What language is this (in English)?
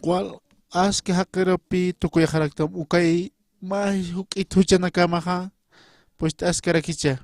Aymara